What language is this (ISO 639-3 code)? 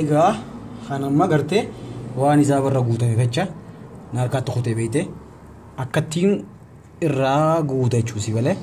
orm